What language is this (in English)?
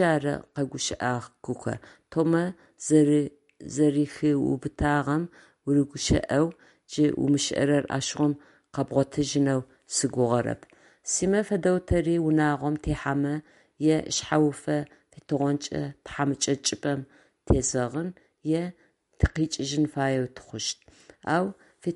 Adyghe